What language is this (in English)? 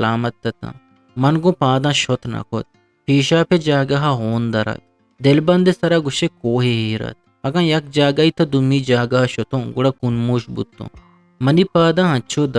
Eastern Balochi